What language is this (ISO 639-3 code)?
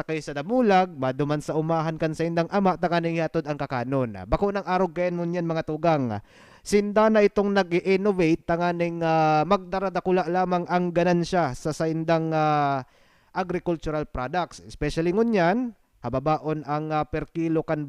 bik